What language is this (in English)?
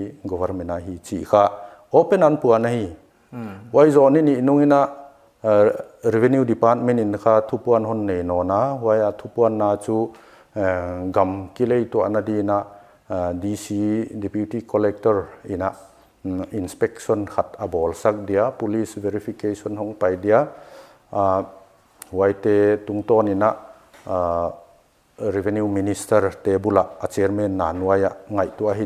Paite Chin